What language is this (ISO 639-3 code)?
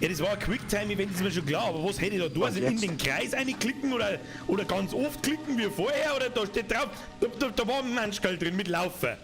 bar